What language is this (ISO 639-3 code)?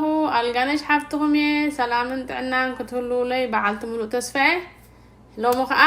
tir